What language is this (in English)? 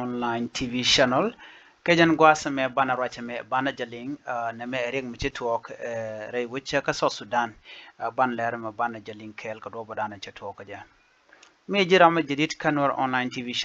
Nuer